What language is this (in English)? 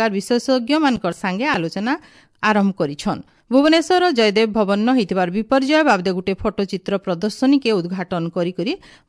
Odia